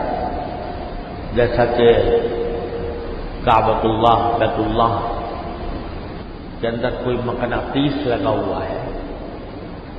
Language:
Urdu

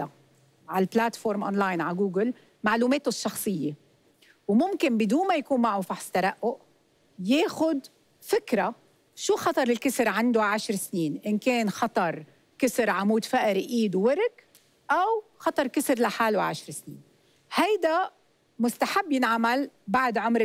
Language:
North Levantine Arabic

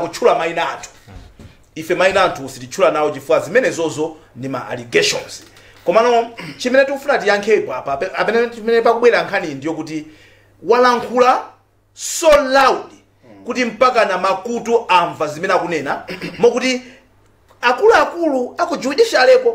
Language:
Nyanja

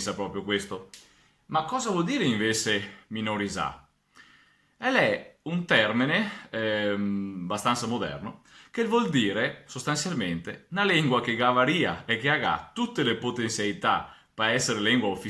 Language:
Venetian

